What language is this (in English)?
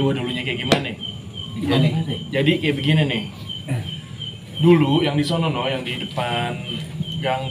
Betawi